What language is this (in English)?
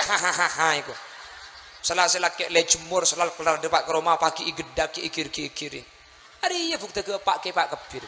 Madurese